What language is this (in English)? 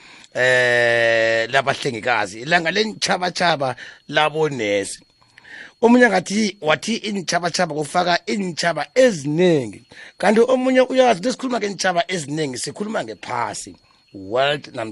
South Ndebele